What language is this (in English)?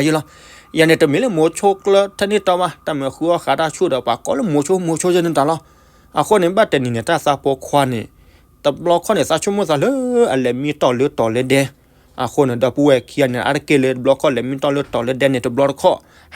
S'gaw Karen